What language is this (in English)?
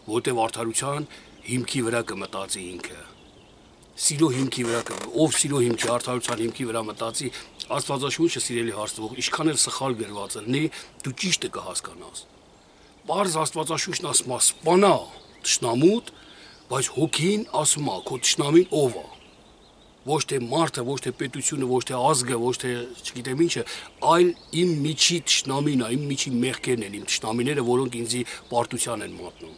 Armenian